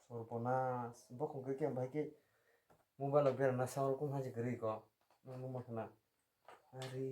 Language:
Kok Borok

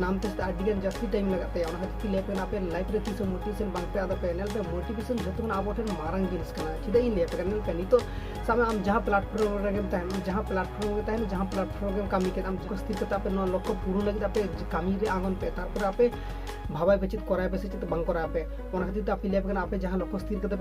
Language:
Santali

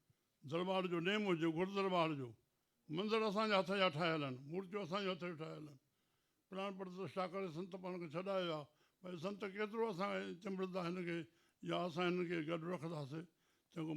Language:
Sindhi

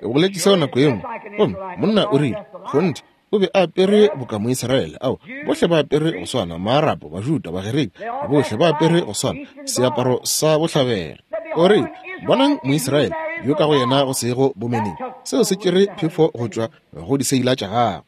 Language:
Northern Sotho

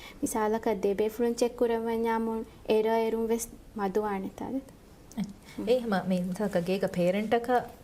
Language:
Divehi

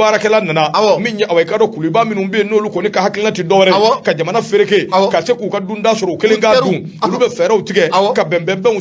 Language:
Bambara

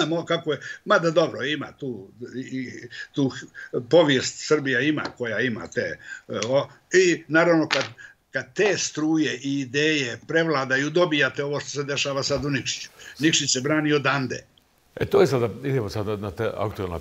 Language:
Bosnian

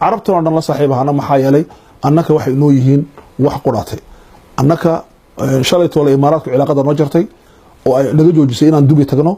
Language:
Somali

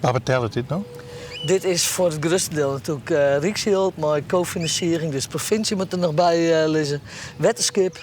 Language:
Western Frisian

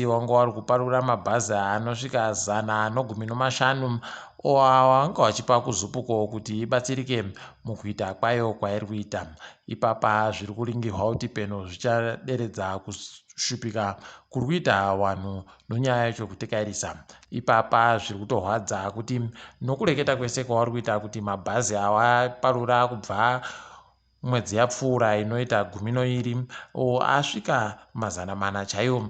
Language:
Ndau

